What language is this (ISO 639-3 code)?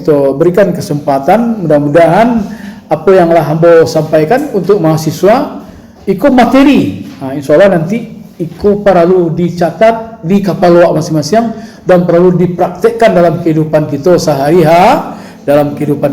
min